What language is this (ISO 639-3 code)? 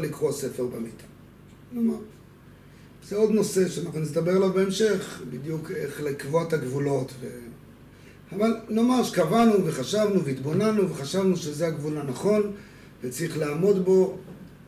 heb